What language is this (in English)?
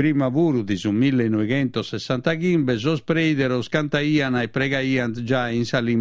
Sardinian